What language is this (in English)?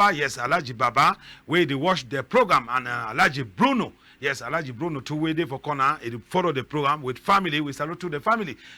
Cameroon Pidgin